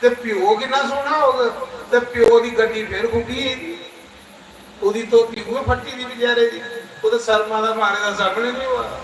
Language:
Dogri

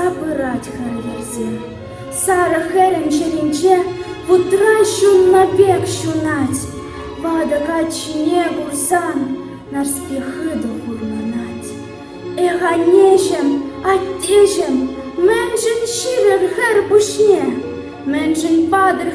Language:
Chuvash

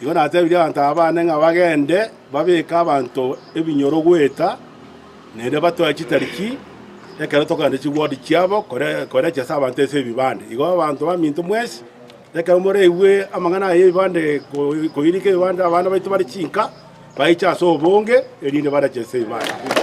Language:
Gusii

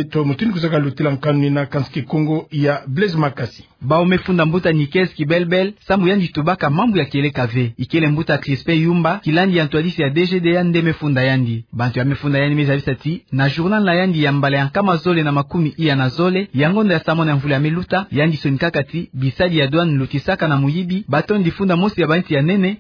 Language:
Kituba (Democratic Republic of Congo)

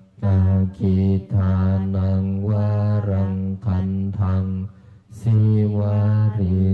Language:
Pali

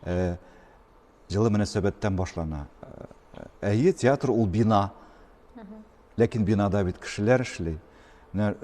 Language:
Tatar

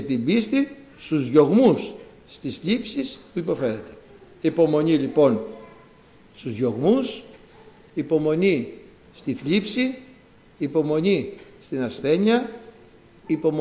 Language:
Greek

